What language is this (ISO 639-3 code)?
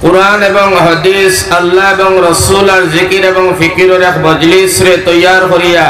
syl